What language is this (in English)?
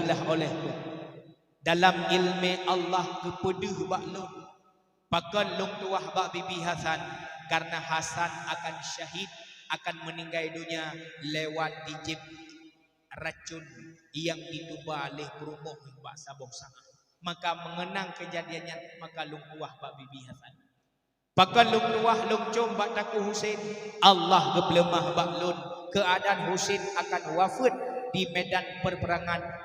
Achinese